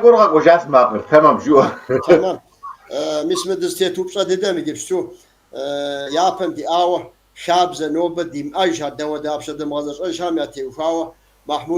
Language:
Kabardian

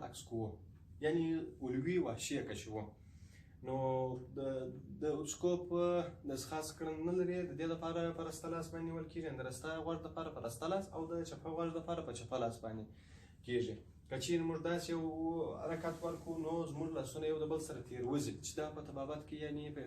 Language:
Pashto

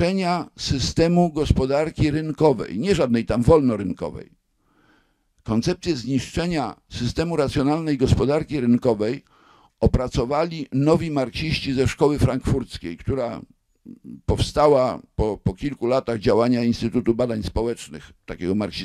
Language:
Polish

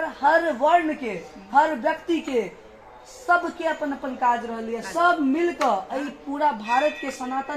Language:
Maithili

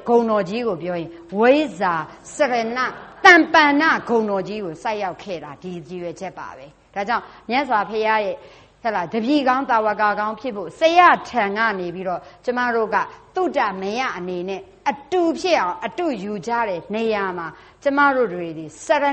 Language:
Burmese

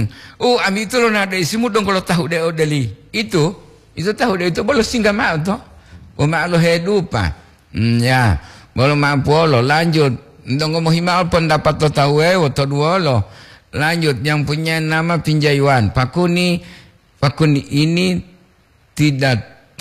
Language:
Gorontalo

